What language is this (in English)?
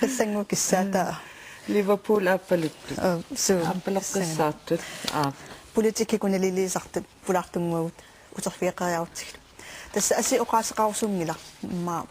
Kalaallisut